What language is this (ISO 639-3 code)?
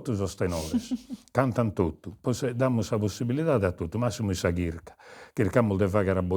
srd